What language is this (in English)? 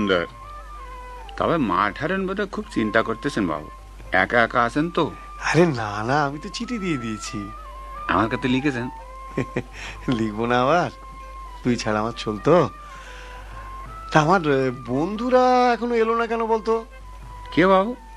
Bangla